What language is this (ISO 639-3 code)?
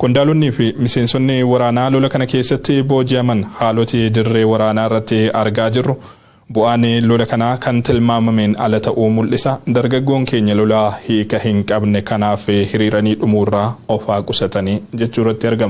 orm